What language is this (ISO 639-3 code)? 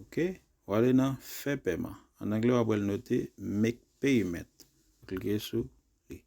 hat